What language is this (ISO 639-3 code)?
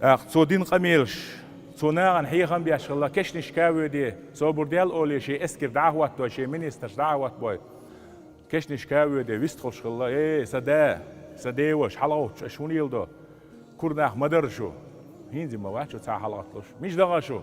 che